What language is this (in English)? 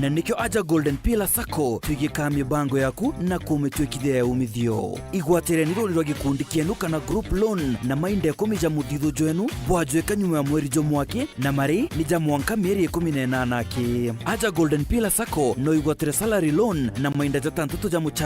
Meru